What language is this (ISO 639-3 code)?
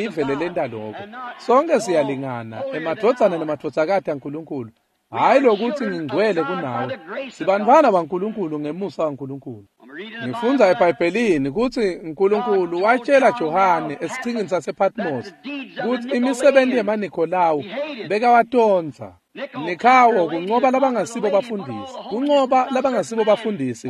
ssw